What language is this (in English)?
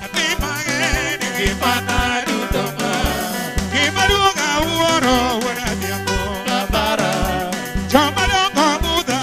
Luo (Kenya and Tanzania)